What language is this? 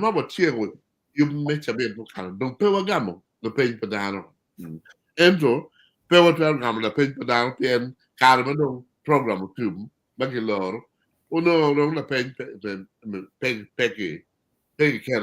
Acoli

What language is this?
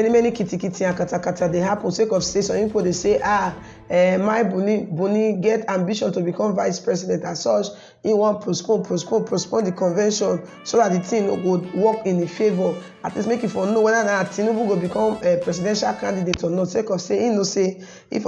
Nigerian Pidgin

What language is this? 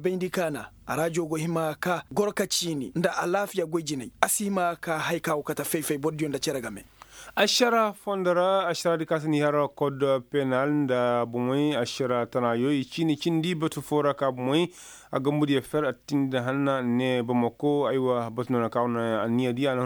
Koyraboro Senni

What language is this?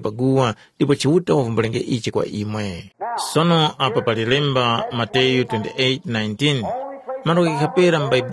Tumbuka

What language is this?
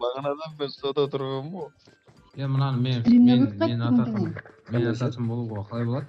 Kara-Kalpak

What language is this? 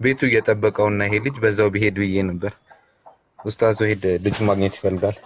Amharic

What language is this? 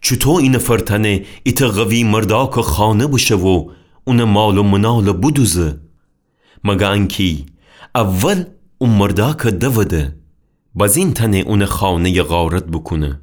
Gilaki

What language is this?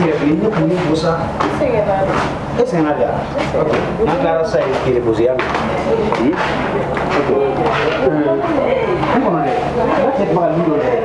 Bambara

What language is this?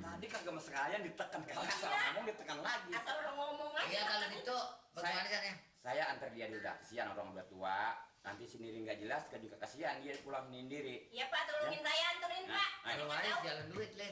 Betawi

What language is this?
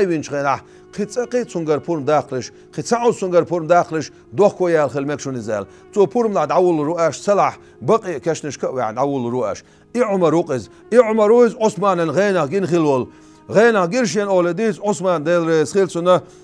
Chechen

